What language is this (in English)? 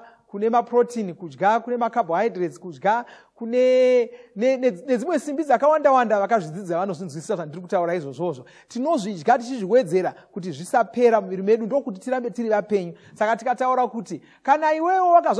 Shona